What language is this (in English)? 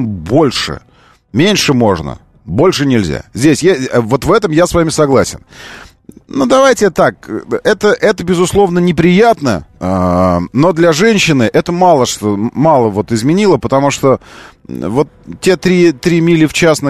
Russian